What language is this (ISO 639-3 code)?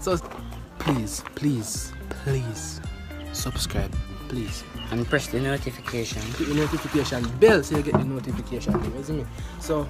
jam